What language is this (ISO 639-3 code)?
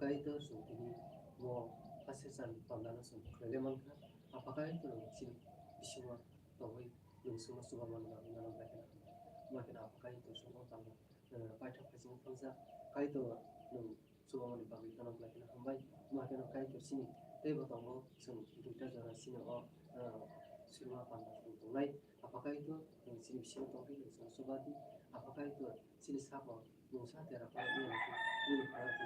trp